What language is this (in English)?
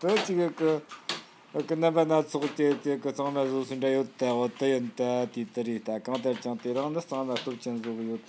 Tibetan